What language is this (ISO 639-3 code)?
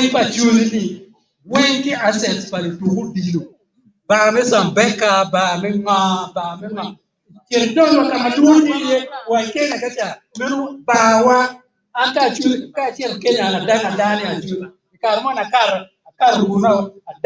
ach